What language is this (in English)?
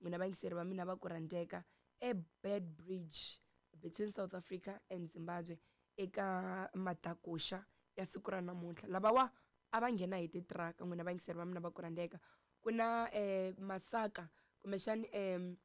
Tsonga